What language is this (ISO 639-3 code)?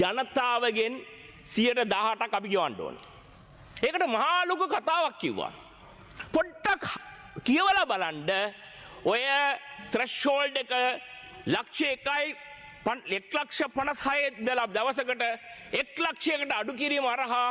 sin